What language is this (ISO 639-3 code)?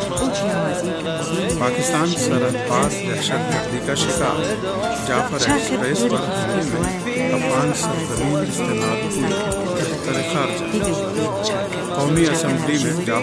urd